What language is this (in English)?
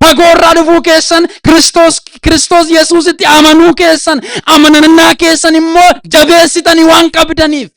Oromo